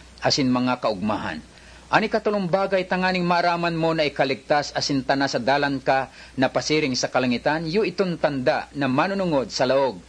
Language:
Bikol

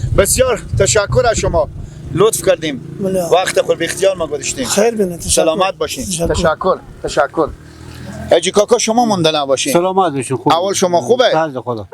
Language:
Persian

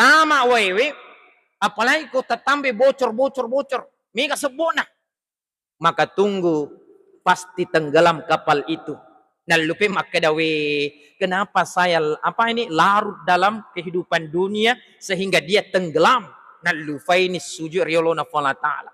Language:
Buginese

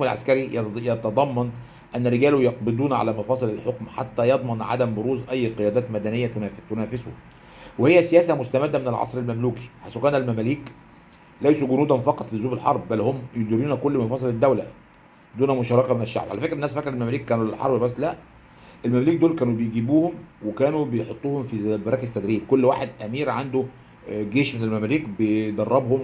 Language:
Egyptian Arabic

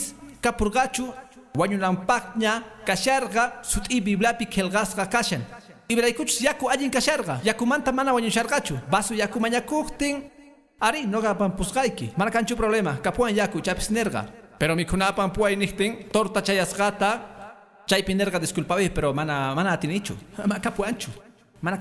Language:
Quechua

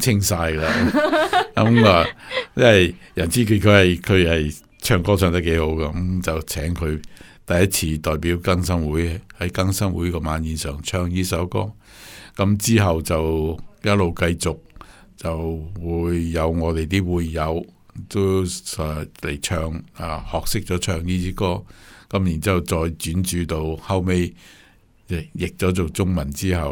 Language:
Cantonese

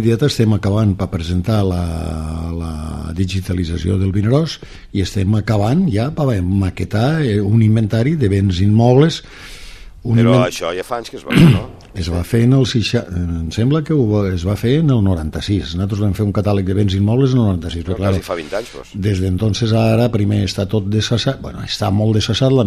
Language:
Catalan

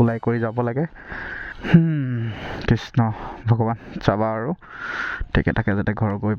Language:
Assamese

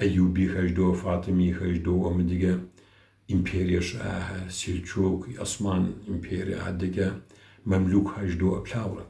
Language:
Kabardian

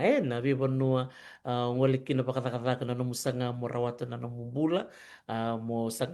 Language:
Fijian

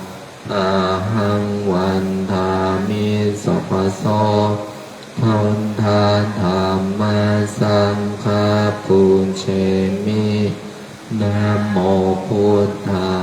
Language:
Pali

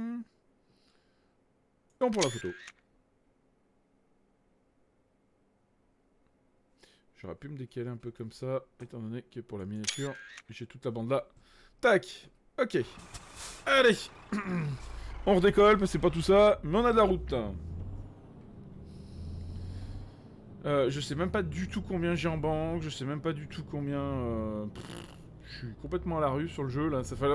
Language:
French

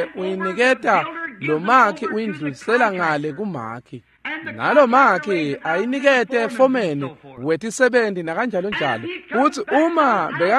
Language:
Swati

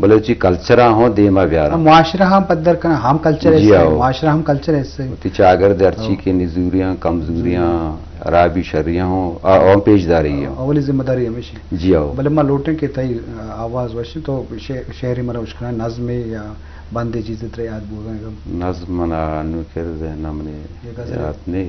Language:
Eastern Balochi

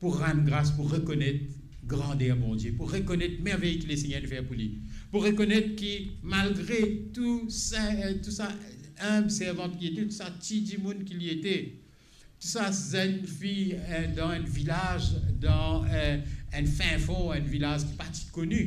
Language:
Morisyen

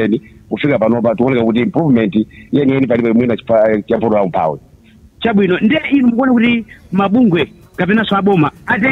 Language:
Nyanja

